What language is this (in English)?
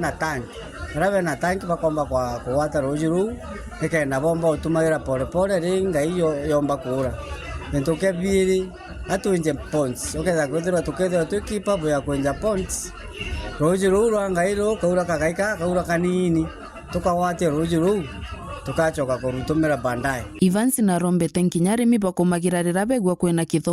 Meru